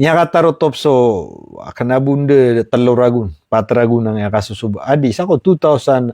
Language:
Maranao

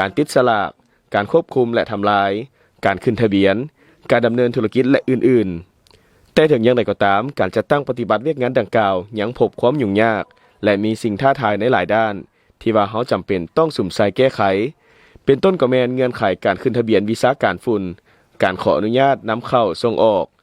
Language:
Lao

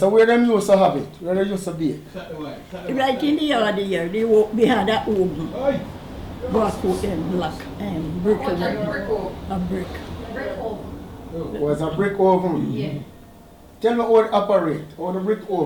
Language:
Jamaican Creole English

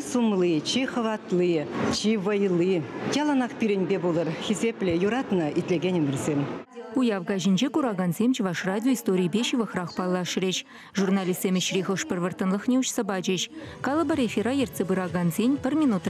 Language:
Chuvash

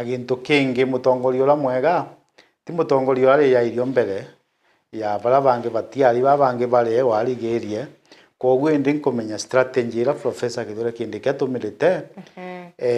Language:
Meru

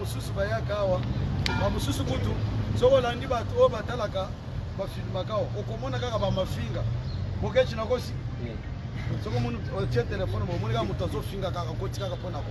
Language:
Lingala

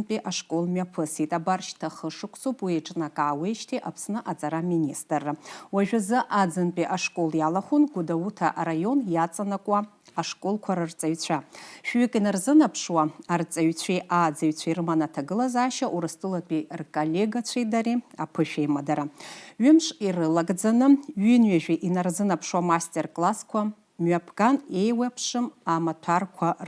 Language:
Abkhazian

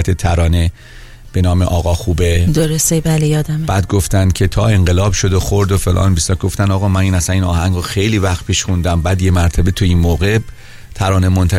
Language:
Persian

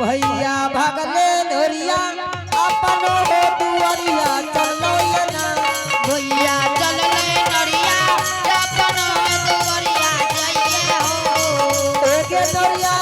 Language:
Angika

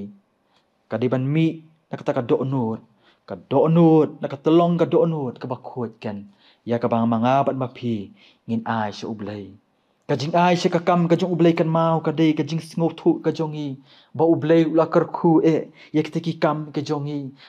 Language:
Khasi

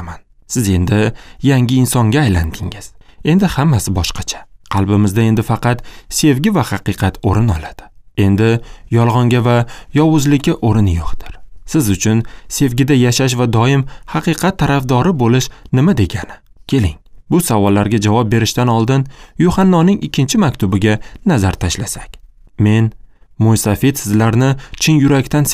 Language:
Uzbek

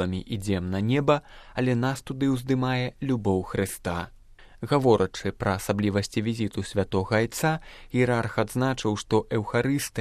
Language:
Belarusian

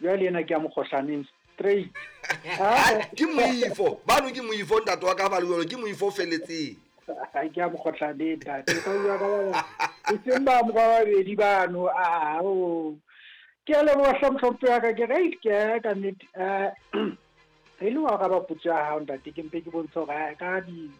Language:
Southern Sotho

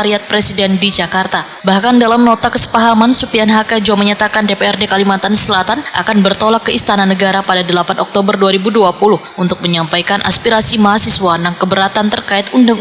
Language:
Banjar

